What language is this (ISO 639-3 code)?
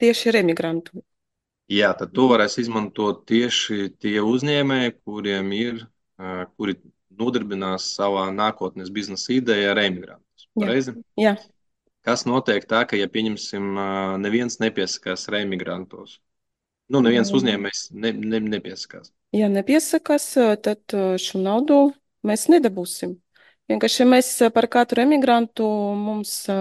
lav